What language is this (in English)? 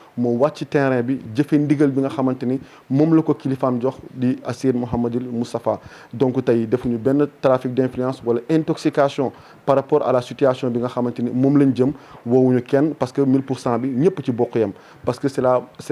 Wolof